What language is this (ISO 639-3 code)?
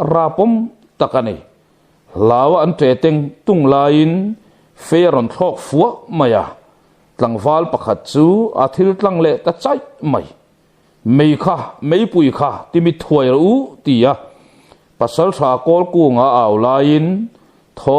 lus